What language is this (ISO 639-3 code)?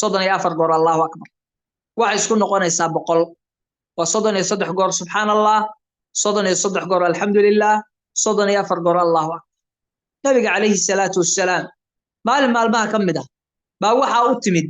som